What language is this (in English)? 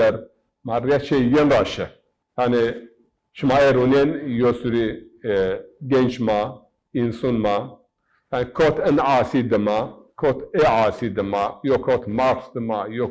Zaza